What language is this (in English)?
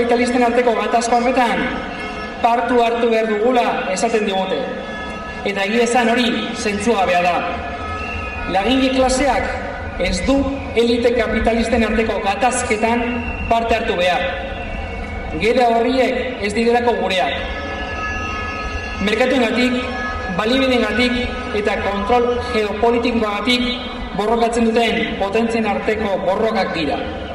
Basque